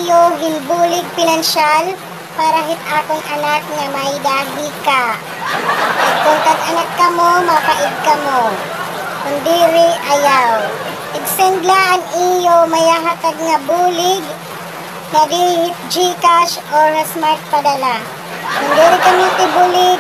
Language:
Waray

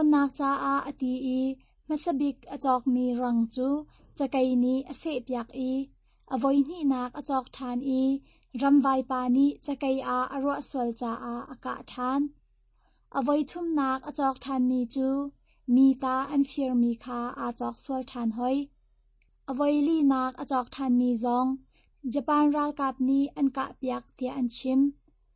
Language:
Hakha Chin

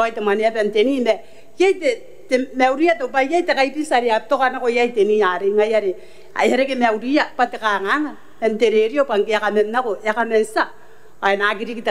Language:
Gilbertese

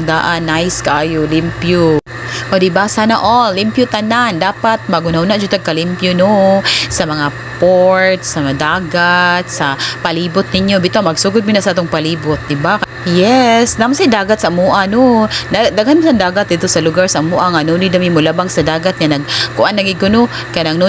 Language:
Cebuano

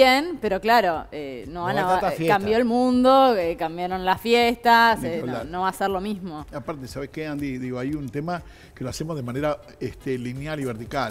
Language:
Spanish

